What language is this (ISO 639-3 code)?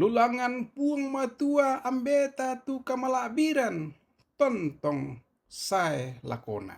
sda